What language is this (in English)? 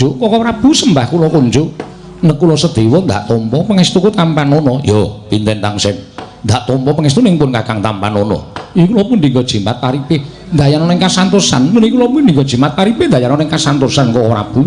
Javanese